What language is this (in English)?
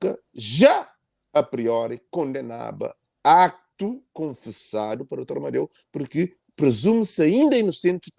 Kabuverdianu